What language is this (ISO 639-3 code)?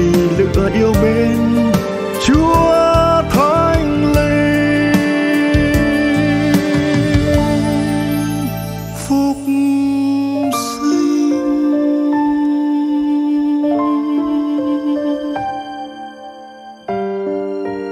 vie